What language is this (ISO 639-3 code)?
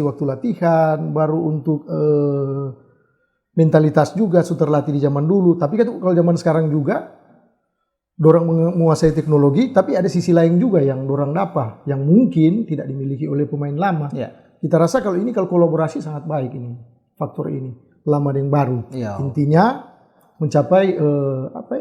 xmm